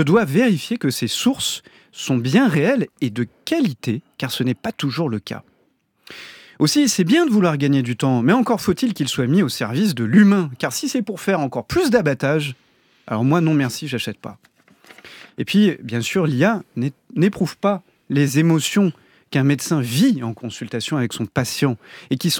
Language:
French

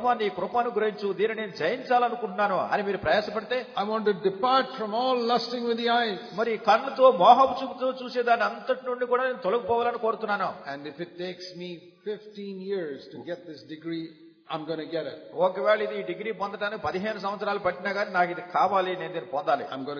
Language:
Telugu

